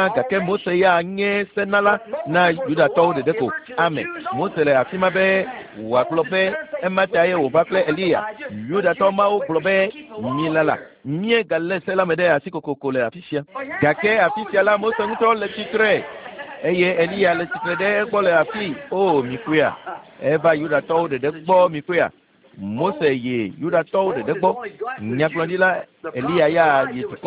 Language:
Ewe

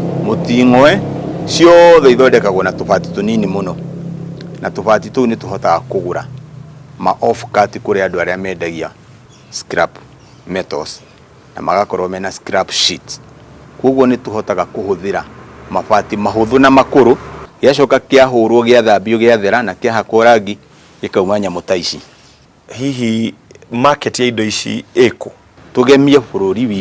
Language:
Kikuyu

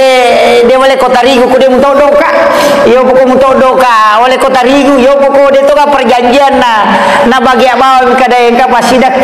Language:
Buginese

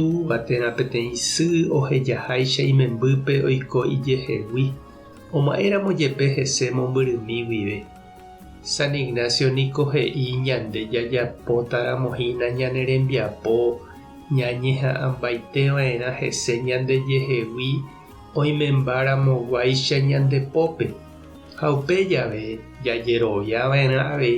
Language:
Guarani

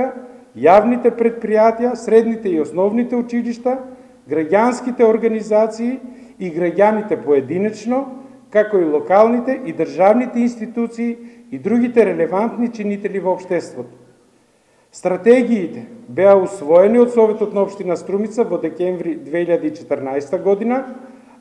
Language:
Macedonian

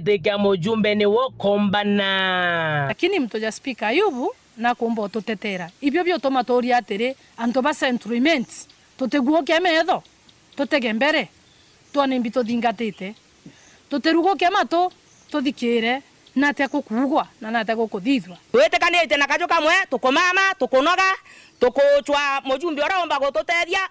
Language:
Meru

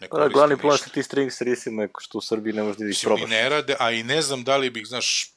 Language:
Serbian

